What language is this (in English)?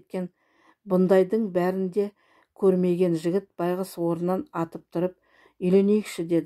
Kazakh